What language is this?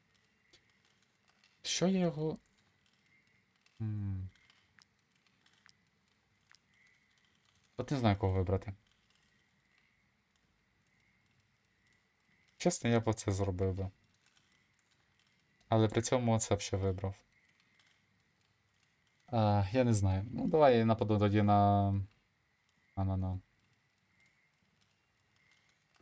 Ukrainian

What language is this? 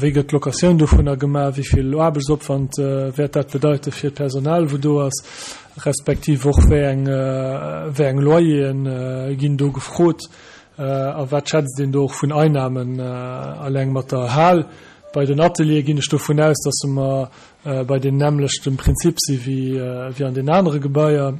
Luxembourgish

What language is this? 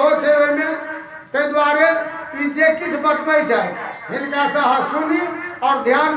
Maithili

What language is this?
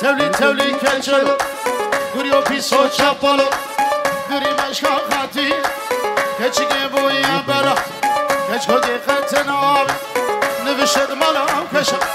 Kurdish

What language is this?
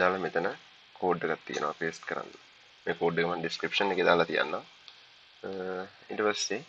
Sinhala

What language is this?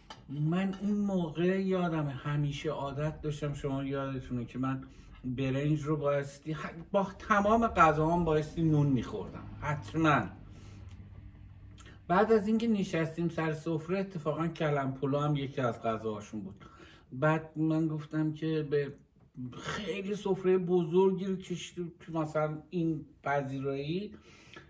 Persian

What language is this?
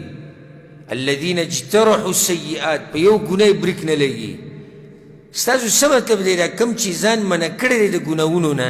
Pashto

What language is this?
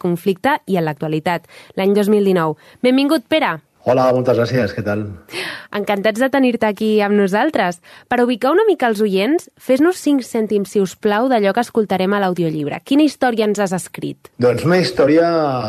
Catalan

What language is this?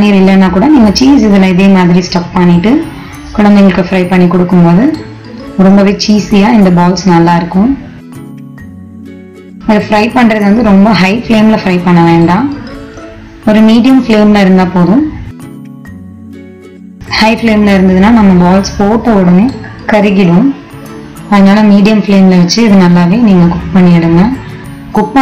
Tamil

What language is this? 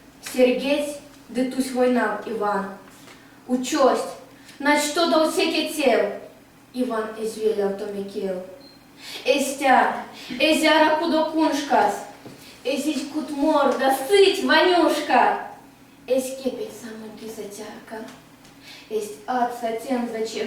Erzya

